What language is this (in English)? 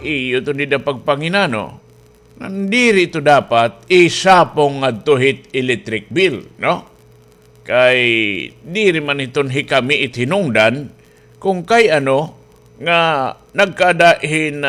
Waray